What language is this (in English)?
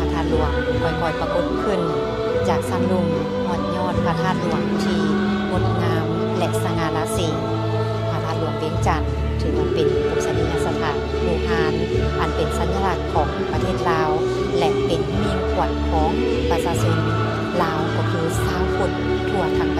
Lao